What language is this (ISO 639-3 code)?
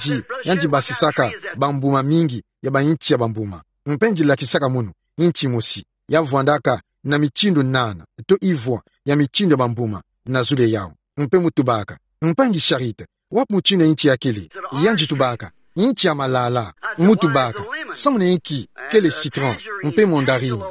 ktu